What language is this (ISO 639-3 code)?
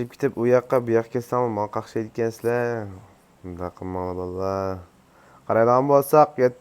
uig